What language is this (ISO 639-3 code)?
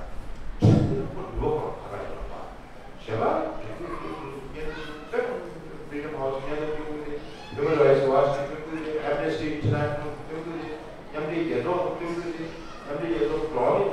bod